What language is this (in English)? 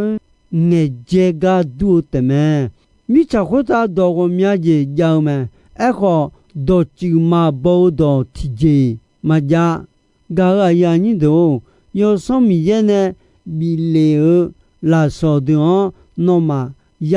Akha